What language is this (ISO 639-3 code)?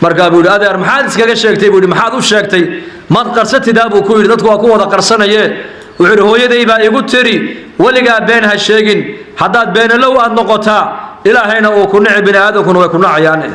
som